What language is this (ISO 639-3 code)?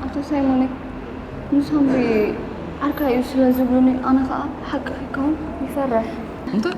tir